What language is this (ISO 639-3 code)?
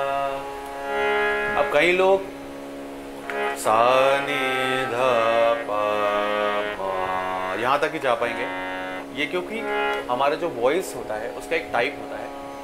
hin